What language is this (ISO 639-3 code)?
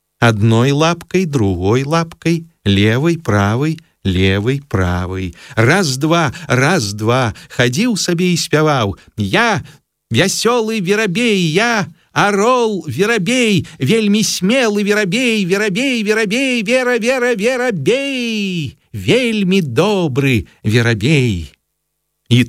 bel